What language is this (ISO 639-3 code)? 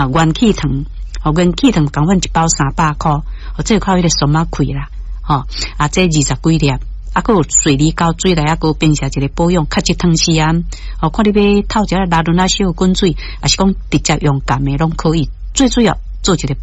nan